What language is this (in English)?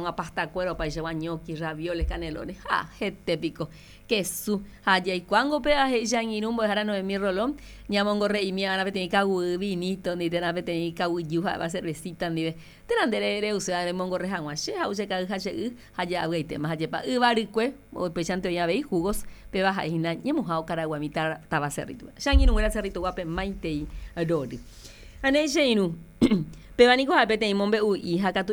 Guarani